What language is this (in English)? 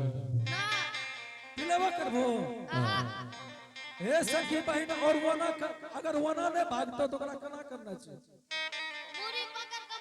Angika